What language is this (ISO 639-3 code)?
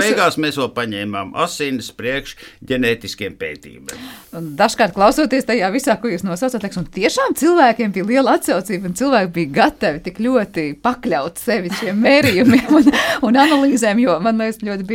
lav